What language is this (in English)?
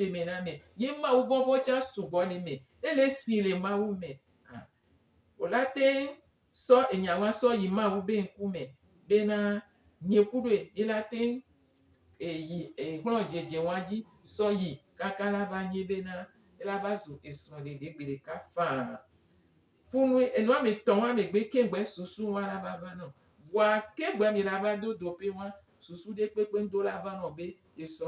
Gen